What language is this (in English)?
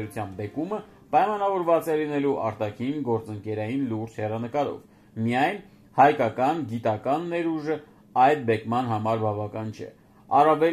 Armenian